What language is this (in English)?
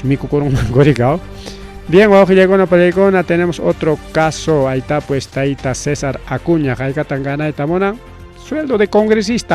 Ayacucho Quechua